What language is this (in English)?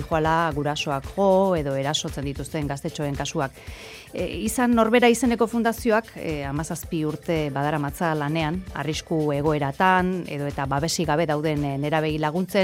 Basque